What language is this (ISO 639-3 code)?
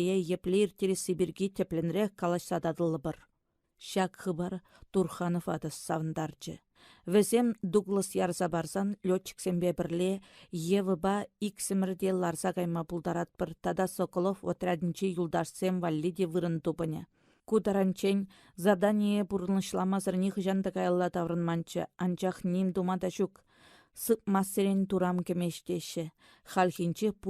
chv